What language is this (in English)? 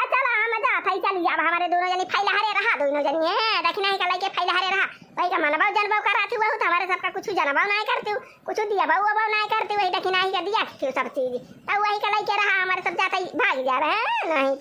Awadhi